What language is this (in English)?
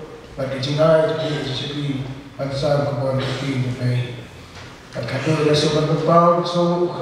Khasi